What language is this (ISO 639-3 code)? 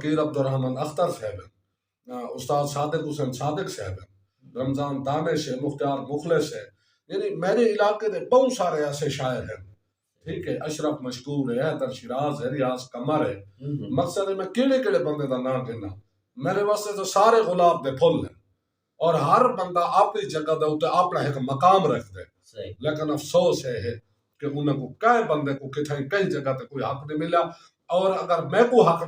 skr